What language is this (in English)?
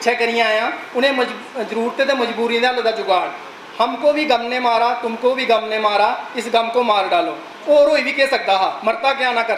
Dogri